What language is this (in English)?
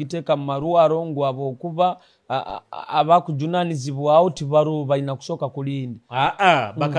Nyoro